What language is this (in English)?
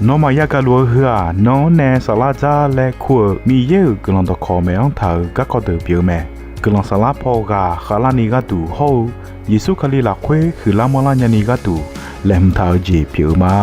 Akha